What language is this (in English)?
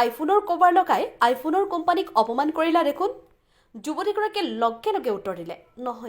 Assamese